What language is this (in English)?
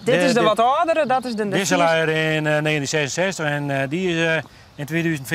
Western Frisian